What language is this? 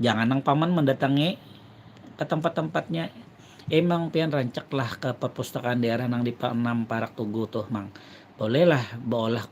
Banjar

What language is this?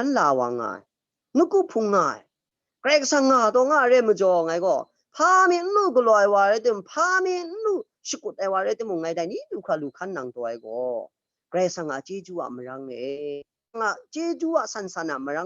Kachin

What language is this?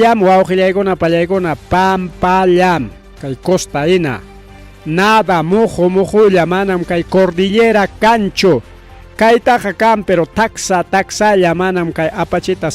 Ayacucho Quechua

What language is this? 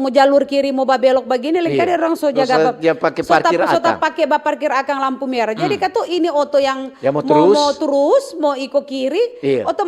Manado Malay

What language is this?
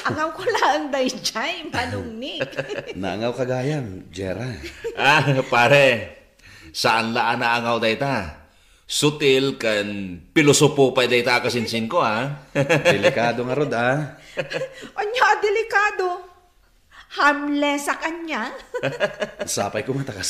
Iloko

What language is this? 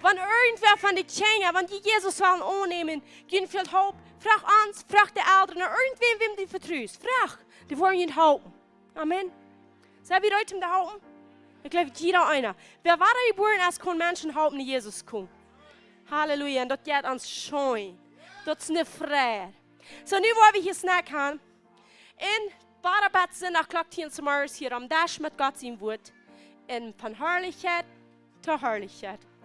Plautdietsch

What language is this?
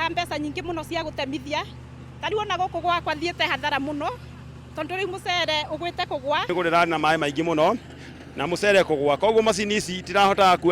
Kikuyu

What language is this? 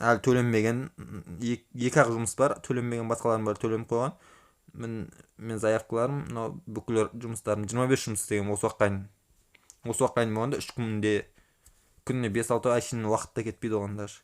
Kazakh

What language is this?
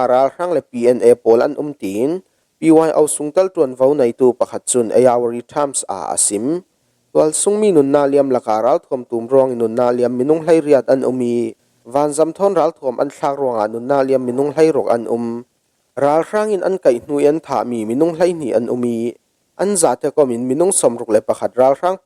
Falam Chin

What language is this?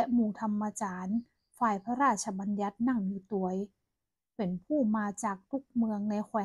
Northern Thai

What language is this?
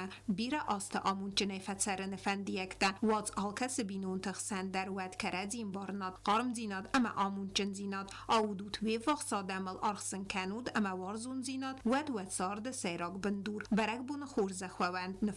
Ossetic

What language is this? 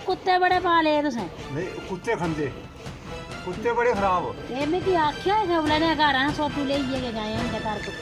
Dogri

